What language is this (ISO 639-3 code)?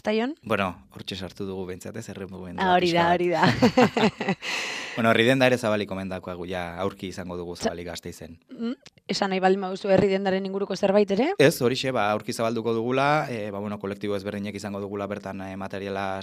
eus